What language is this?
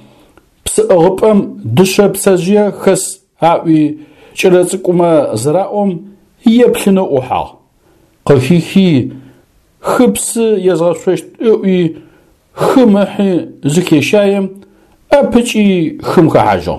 Adyghe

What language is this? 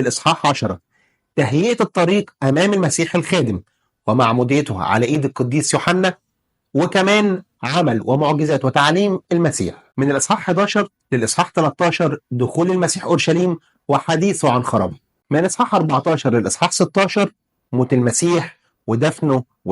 Egyptian Arabic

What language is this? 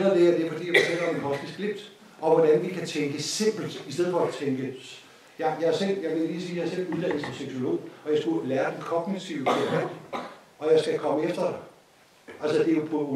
Danish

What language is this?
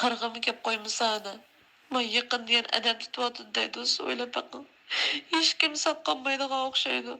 Uyghur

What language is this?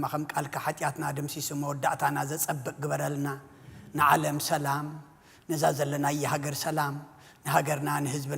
Tigrinya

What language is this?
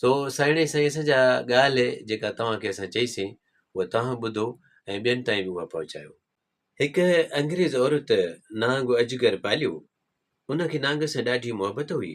Sindhi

